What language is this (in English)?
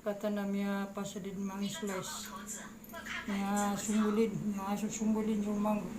Maranao